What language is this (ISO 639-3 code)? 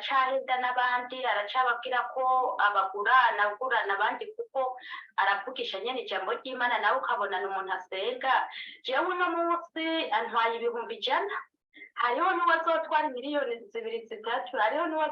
run